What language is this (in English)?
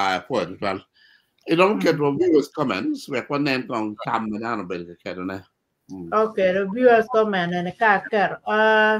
Acoli